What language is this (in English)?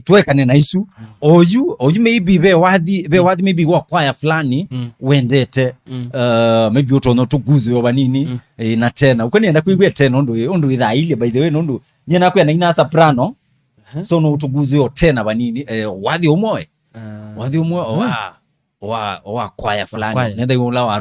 Kamba